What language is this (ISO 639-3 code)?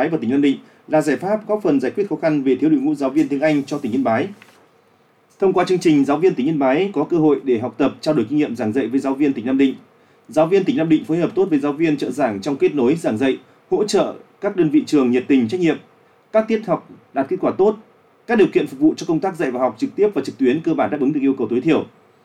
vie